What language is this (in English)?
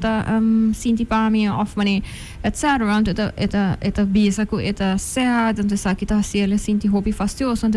Papiamento